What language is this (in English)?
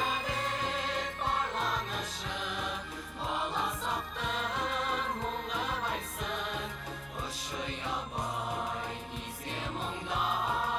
Bashkir